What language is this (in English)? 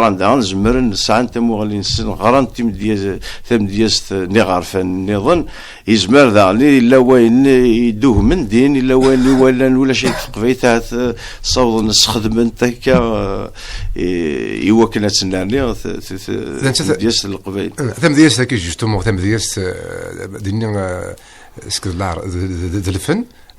Kabyle